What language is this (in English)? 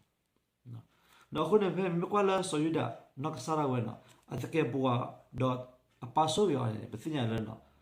S'gaw Karen